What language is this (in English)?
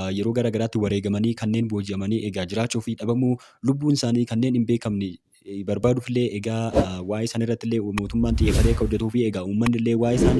Oromo